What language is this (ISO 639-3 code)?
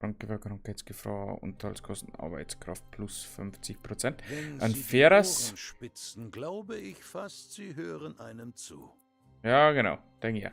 bar